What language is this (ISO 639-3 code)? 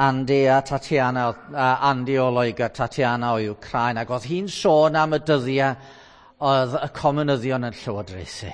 cym